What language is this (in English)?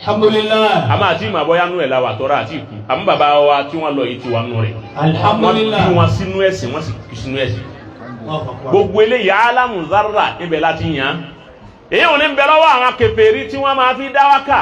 Yoruba